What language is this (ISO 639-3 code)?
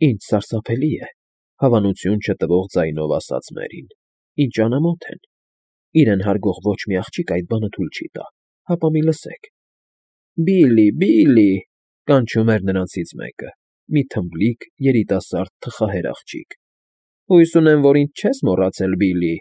hye